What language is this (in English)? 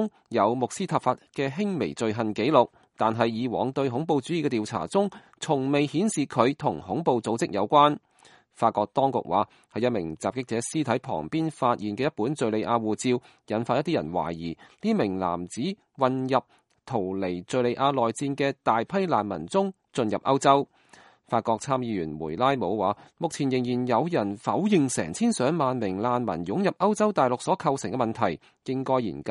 Cantonese